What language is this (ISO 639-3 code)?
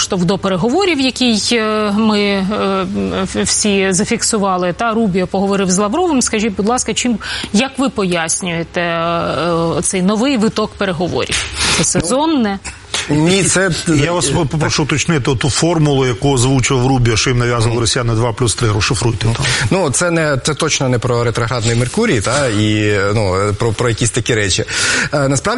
ukr